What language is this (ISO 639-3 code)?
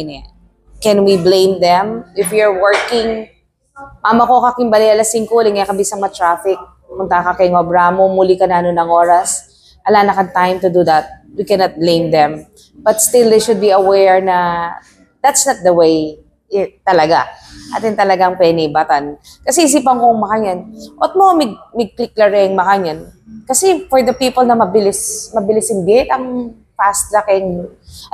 pam